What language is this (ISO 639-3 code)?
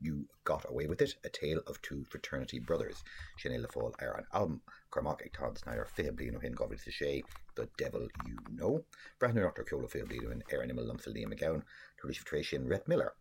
gle